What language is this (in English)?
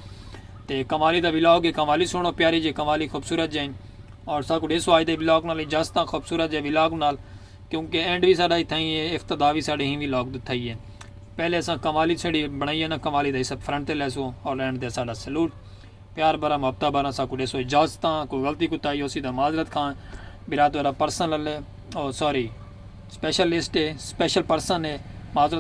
Saraiki